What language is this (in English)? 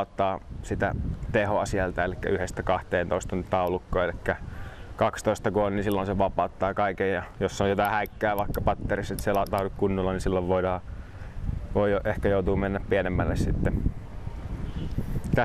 Finnish